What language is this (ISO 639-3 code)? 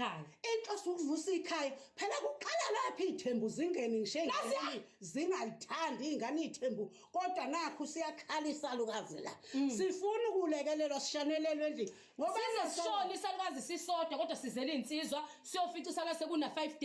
zul